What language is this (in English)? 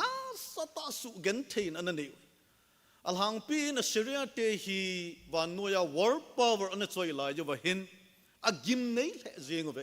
Thado Chin